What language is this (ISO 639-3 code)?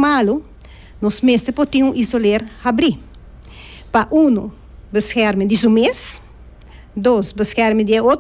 pap